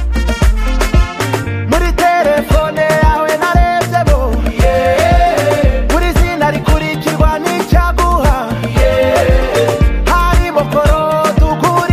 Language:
Kinyarwanda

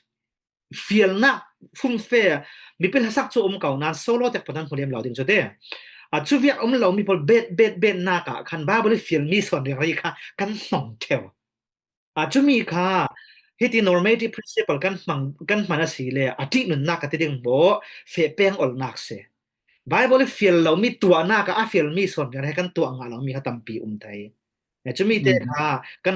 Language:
Falam Chin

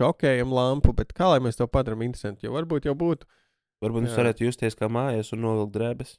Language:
Latvian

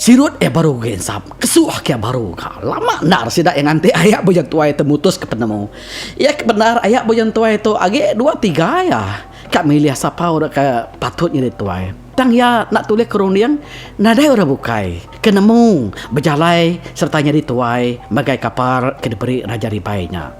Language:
Iban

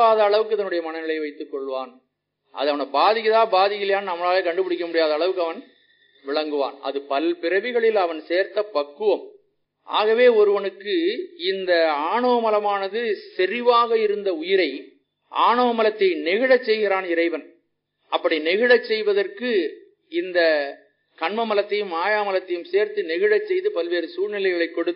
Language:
Tamil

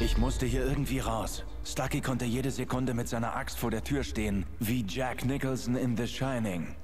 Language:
Swiss German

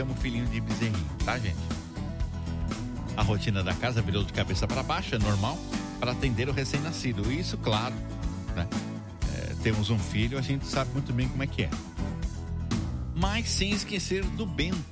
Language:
Portuguese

